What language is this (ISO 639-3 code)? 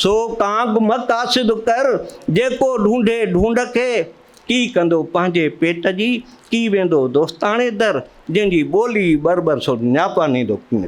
snd